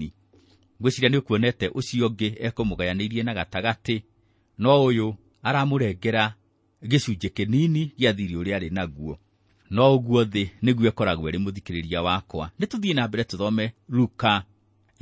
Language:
Kikuyu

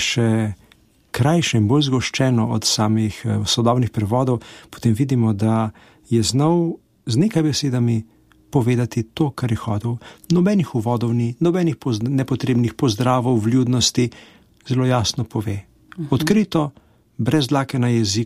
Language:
Slovenian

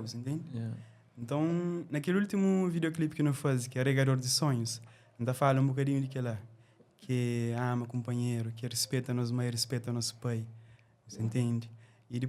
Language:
Kabuverdianu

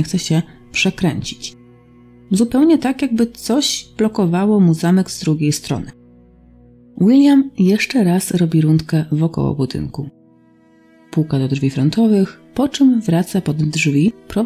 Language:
Polish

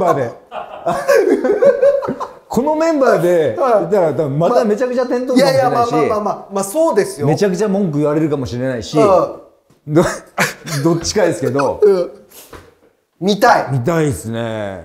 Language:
Japanese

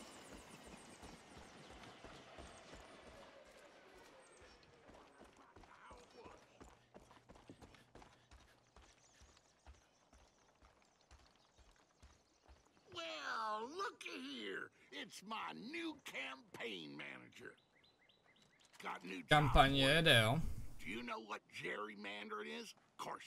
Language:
Czech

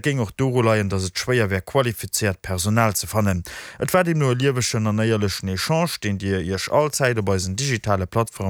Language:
Luxembourgish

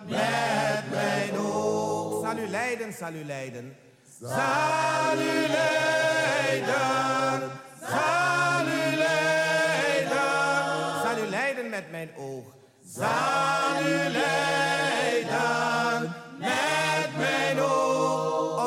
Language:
Dutch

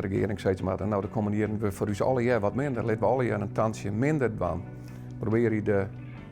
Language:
Western Frisian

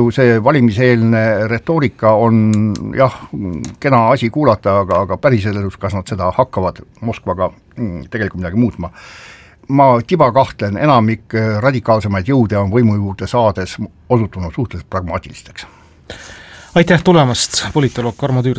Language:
Estonian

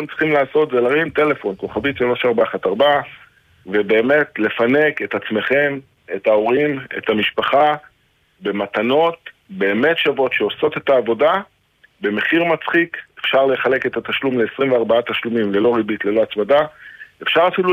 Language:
Hebrew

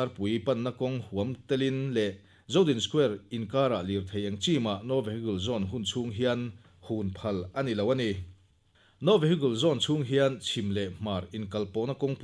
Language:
Mizo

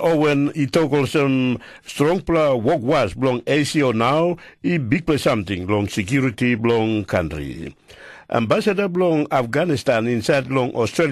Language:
Tok Pisin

